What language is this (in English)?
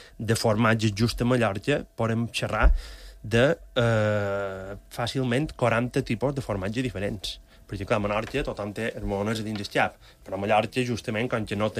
Catalan